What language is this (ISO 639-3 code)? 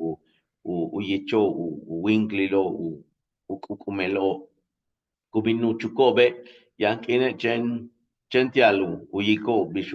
yua